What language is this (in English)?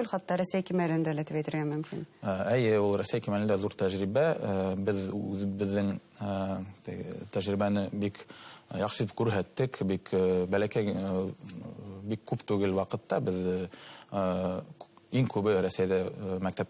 Bashkir